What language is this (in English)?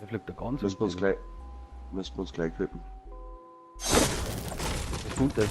Bavarian